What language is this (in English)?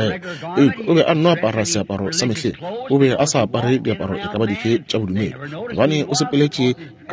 Northern Sotho